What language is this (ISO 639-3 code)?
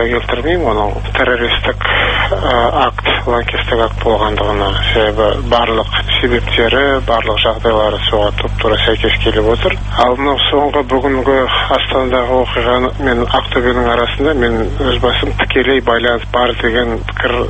kaz